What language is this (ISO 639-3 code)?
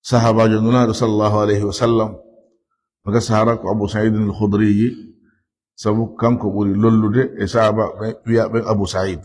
ful